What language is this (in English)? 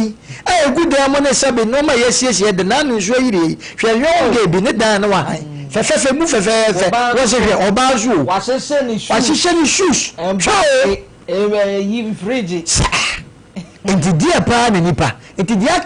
Akan